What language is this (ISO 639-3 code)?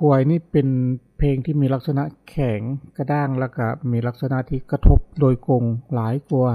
lao